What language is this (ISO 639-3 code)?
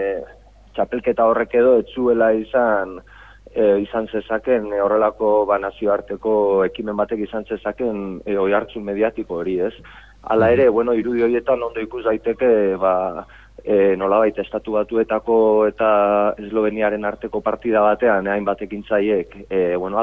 eus